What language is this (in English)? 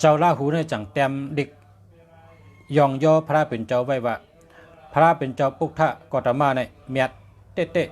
Shan